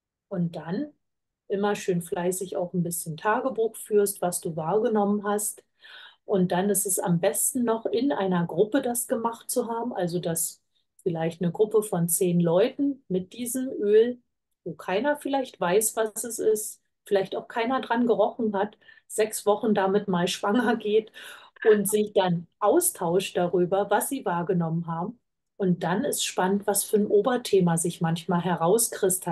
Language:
German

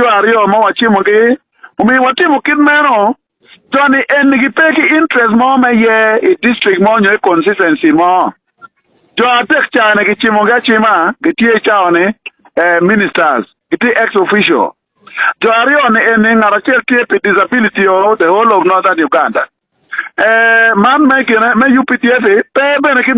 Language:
Acoli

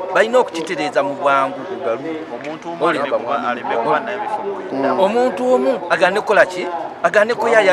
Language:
Ganda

